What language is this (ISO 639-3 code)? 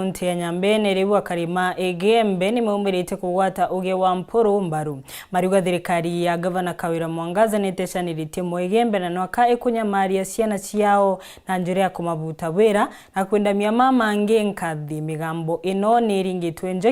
mer